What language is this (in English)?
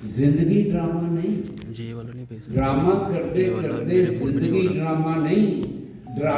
Dogri